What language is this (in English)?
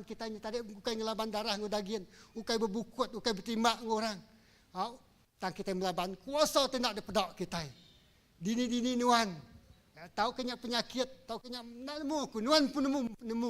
Iban